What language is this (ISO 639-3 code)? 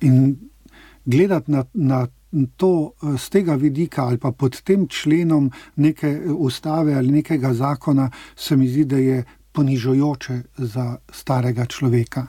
slv